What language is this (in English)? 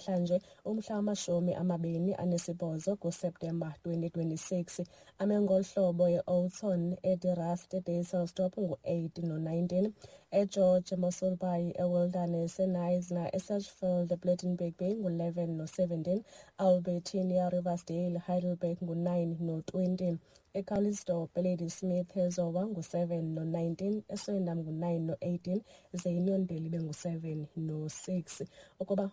Xhosa